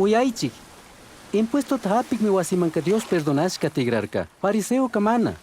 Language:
Chimborazo Highland Quichua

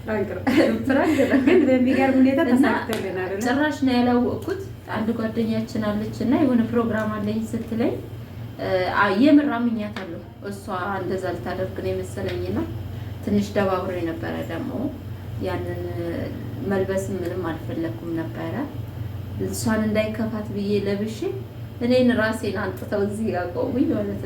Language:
Amharic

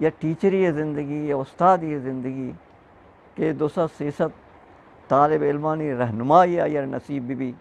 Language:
Eastern Balochi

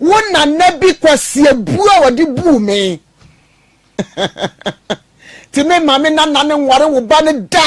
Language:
Akan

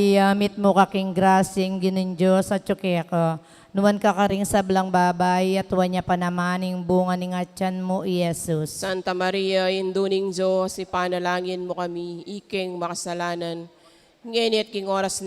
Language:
Pampanga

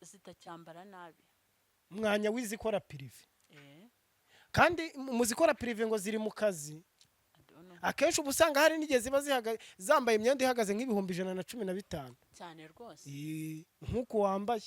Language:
Kinyarwanda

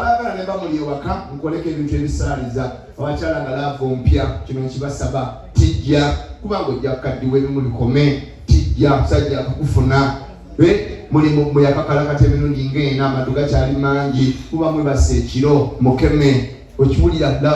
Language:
Ganda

